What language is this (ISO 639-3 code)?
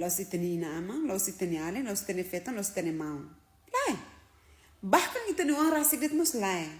tet